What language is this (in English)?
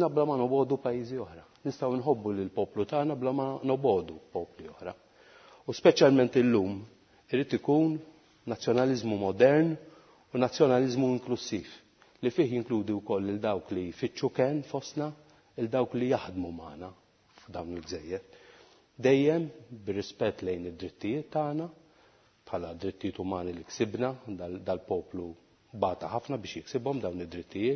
Maltese